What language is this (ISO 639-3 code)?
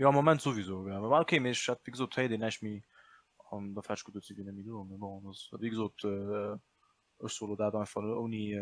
ltz